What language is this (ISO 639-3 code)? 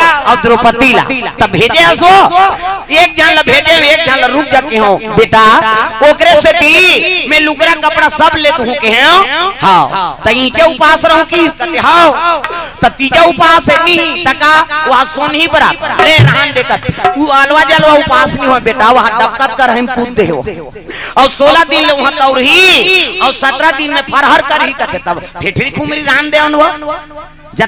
hne